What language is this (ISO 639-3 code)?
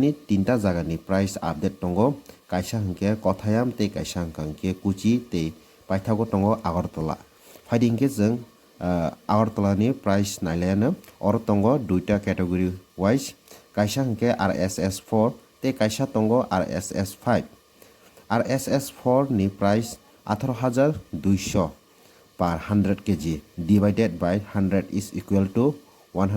trp